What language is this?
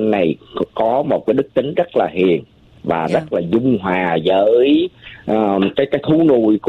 Vietnamese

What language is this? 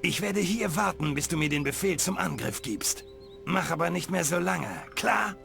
Bavarian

